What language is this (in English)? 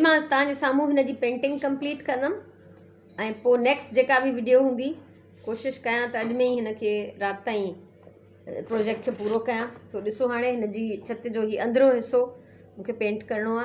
Sindhi